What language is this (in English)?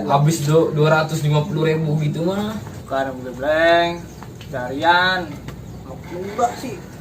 Betawi